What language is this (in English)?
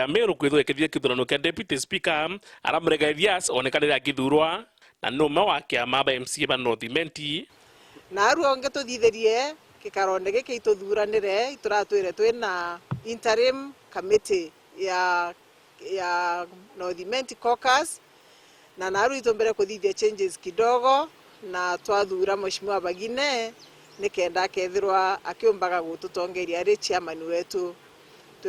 Meru